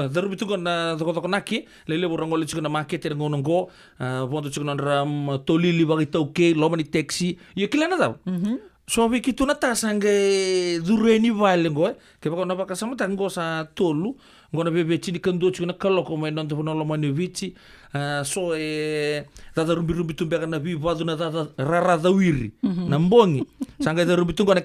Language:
Fijian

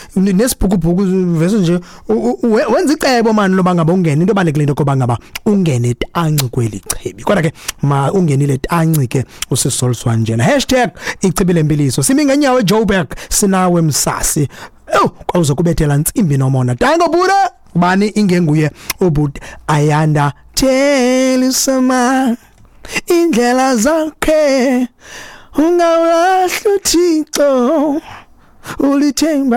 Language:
Xhosa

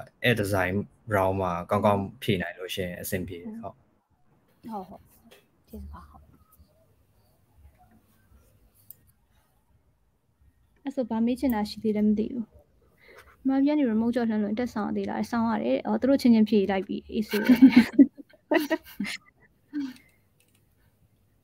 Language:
Burmese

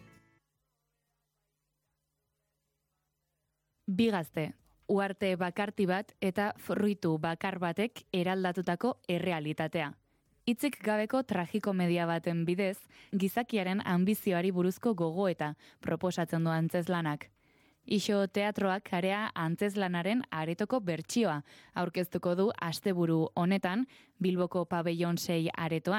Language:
Basque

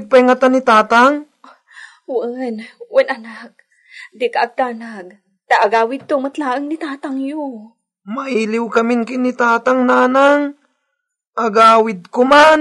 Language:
Iloko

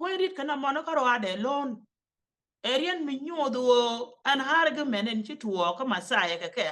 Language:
Nuer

